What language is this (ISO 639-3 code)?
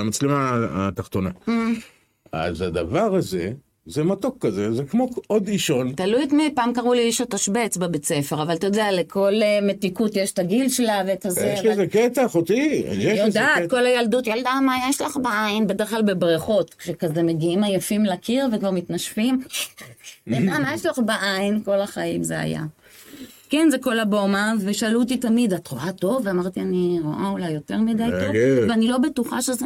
heb